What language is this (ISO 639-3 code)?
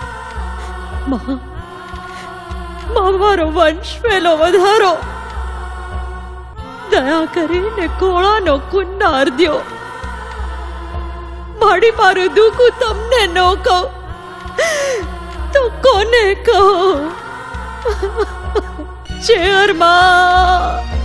guj